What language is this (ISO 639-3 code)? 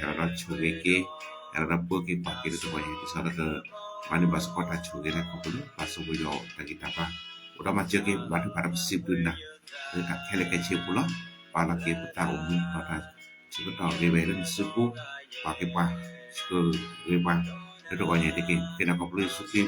ksw